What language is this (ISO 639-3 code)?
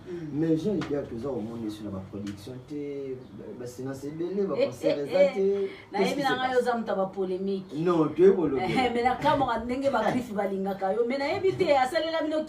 lin